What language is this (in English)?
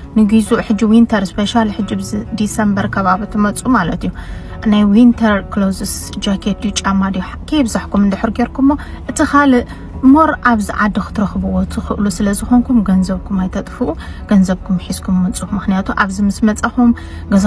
Tigrinya